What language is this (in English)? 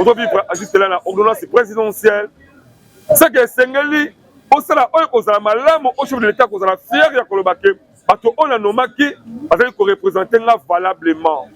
Lingala